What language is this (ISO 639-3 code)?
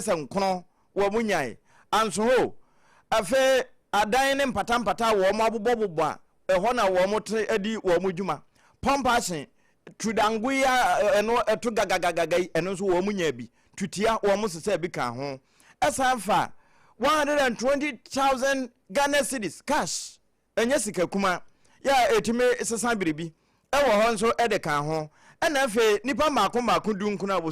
aka